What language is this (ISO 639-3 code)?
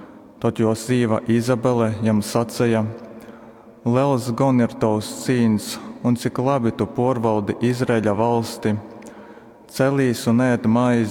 ltg